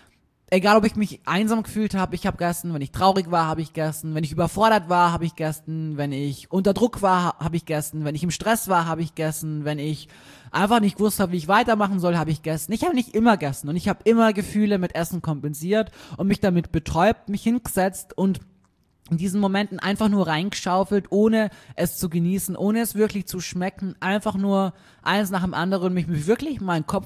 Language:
German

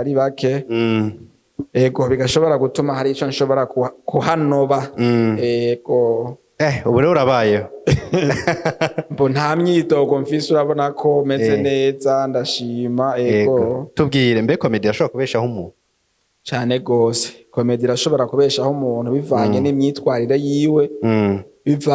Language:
Rundi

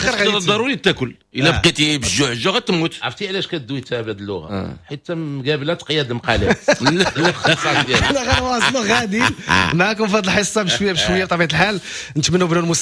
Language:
Moroccan Arabic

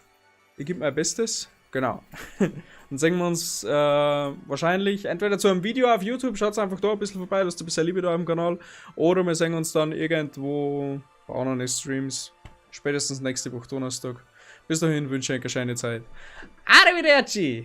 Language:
Bavarian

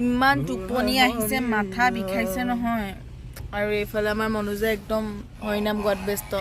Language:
Assamese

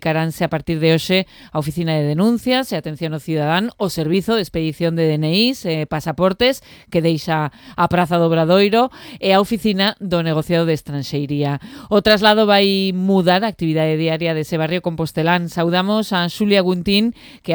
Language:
Galician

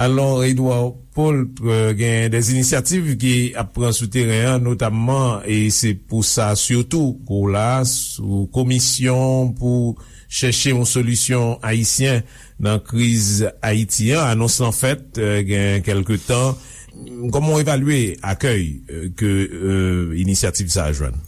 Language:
Haitian Creole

